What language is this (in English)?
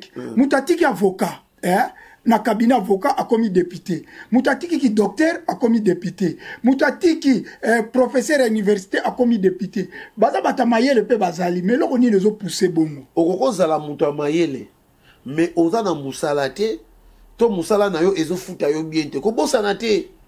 Lingala